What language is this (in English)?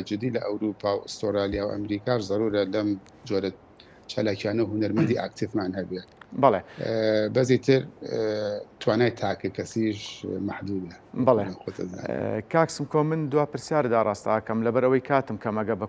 Central Kurdish